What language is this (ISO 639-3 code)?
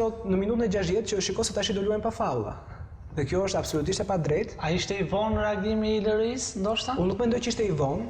sqi